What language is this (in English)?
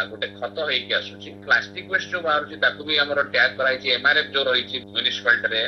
Odia